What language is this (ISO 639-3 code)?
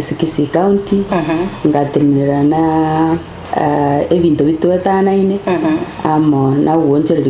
guz